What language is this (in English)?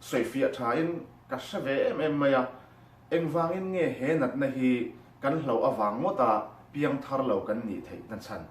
Mizo